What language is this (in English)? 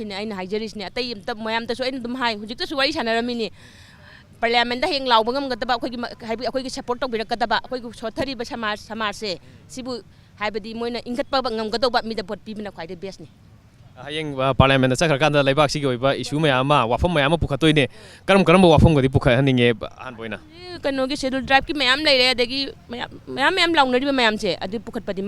Manipuri